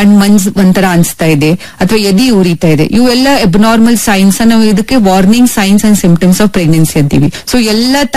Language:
Kannada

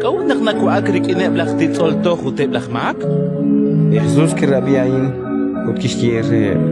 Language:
Kekchí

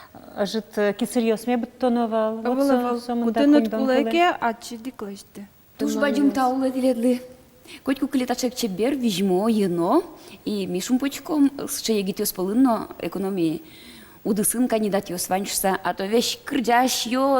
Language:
Udmurt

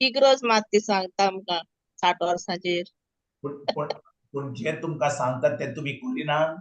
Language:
Konkani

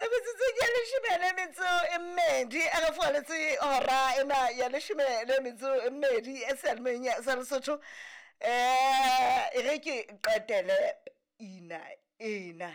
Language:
Southern Sotho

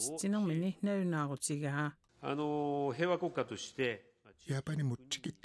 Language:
Kalaallisut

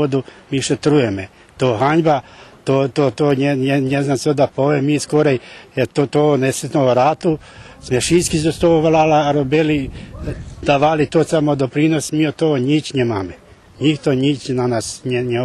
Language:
Rusyn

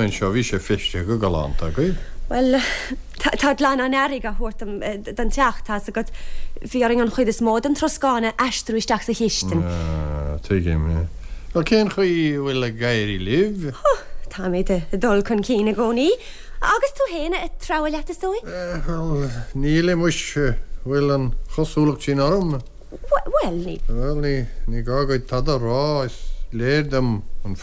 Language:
Irish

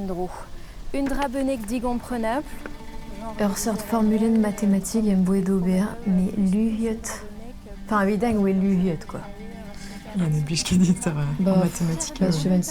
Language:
Breton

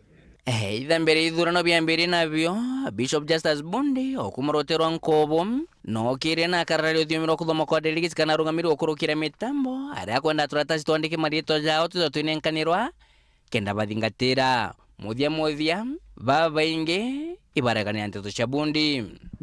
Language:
Meru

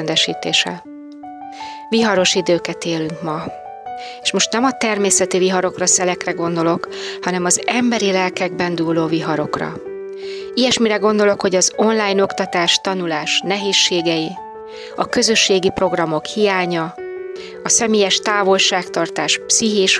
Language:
Hungarian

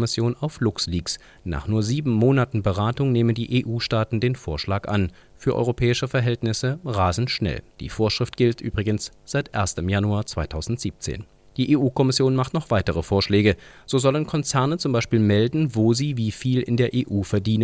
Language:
German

